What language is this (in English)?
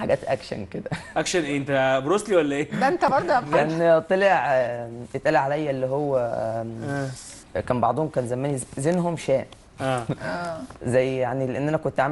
Egyptian Arabic